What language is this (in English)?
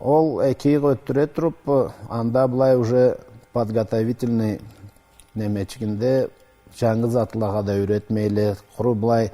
Karachay-Balkar